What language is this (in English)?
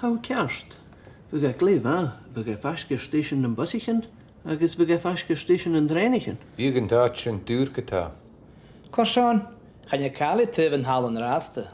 Scottish Gaelic